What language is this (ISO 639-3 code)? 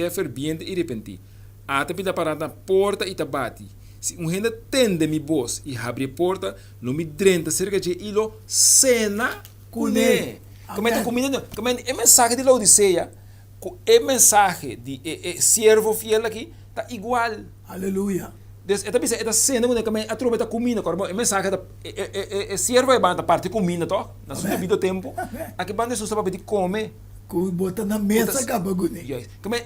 pap